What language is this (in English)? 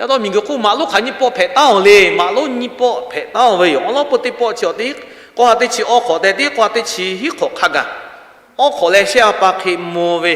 Lahu